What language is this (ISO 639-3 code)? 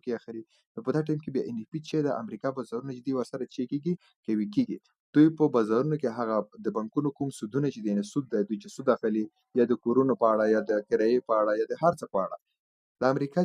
pus